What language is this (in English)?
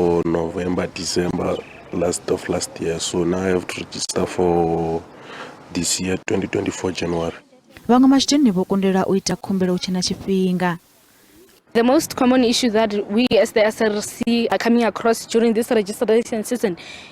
Venda